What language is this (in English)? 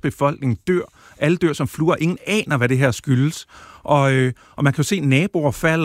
Danish